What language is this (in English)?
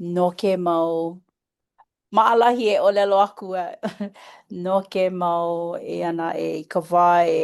Hawaiian